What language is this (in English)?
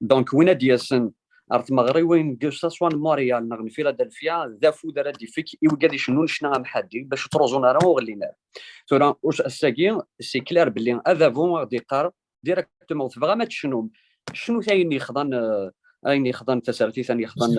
Kabyle